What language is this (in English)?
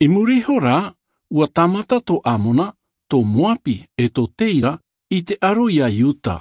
Tahitian